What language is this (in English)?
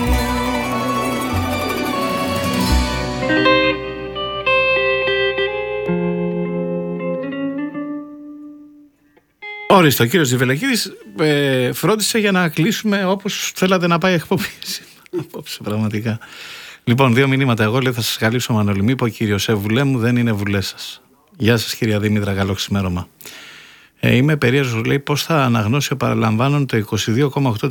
Greek